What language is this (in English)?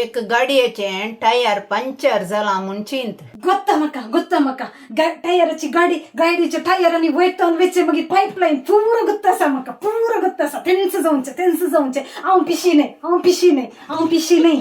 Konkani